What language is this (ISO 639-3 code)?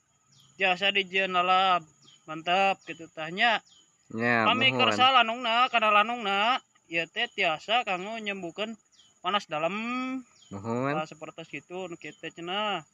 sun